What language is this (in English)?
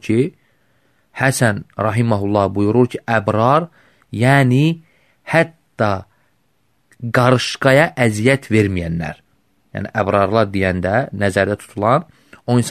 Azerbaijani